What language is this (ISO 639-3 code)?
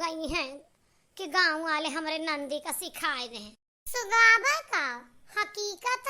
awa